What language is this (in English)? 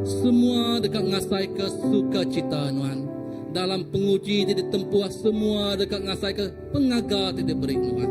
Iban